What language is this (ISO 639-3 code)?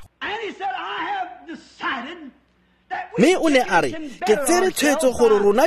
tsn